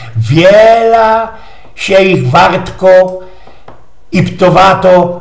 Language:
Silesian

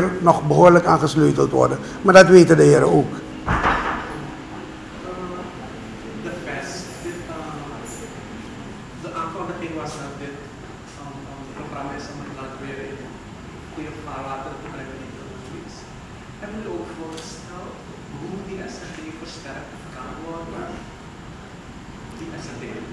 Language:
Dutch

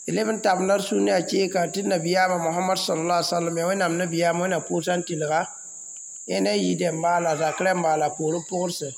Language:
Mossi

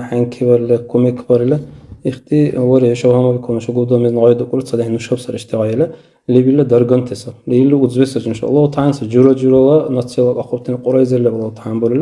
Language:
Dargwa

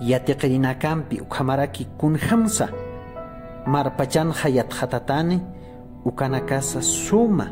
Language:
Aymara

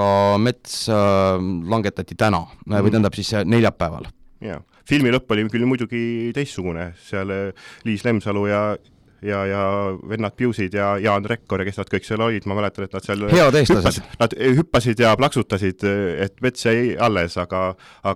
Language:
Estonian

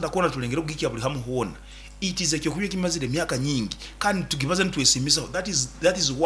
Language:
Nyoro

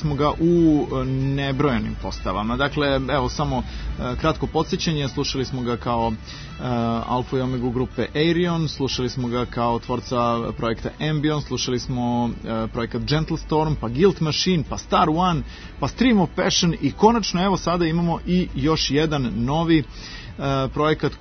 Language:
Serbian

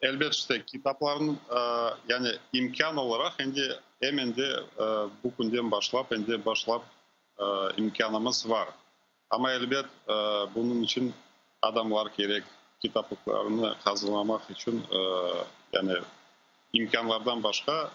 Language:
Crimean Tatar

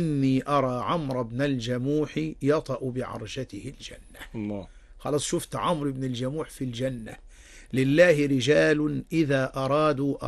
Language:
Arabic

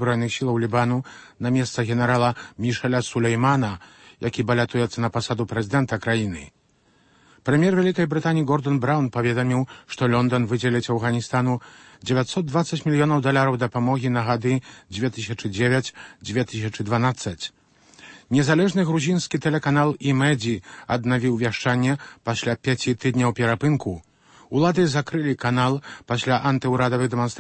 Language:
Belarusian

